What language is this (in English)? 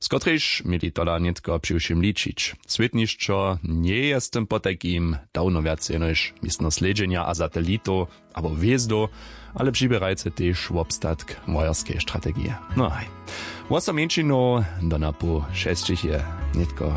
Upper Sorbian